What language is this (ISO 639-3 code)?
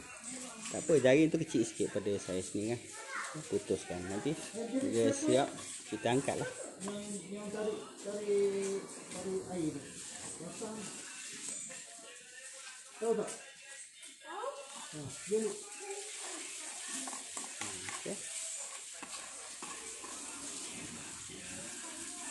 msa